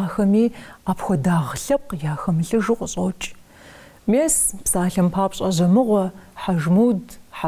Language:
Kabardian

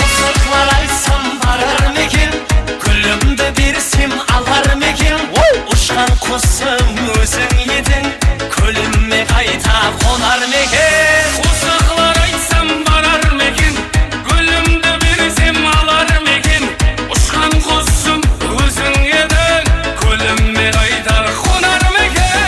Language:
Kara-Kalpak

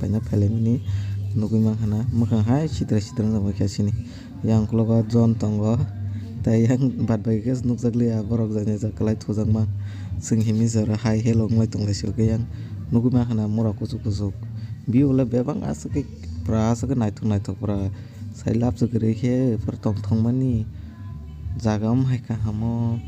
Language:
Kok Borok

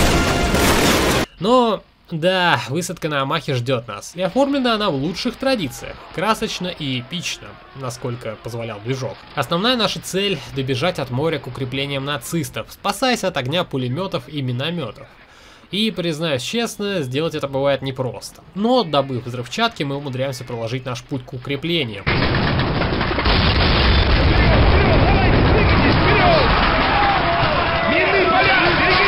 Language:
Russian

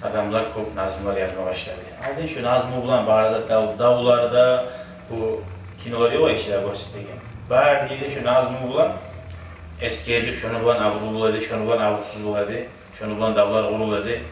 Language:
Kumyk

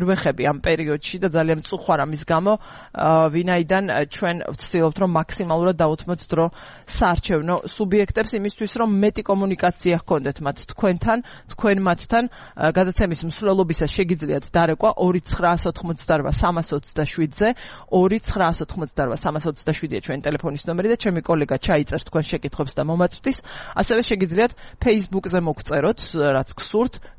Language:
Georgian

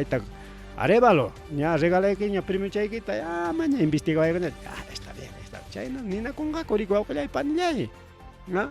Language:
Ayacucho Quechua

